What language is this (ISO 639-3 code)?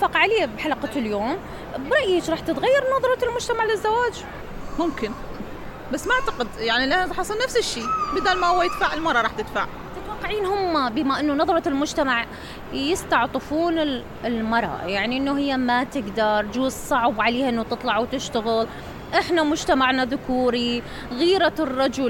acm